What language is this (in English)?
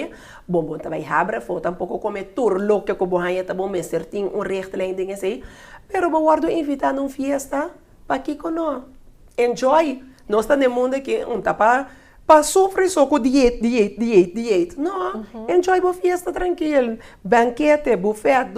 Papiamento